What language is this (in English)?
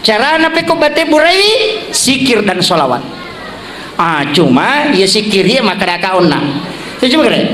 Buginese